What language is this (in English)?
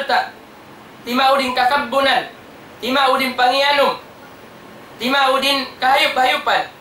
Tausug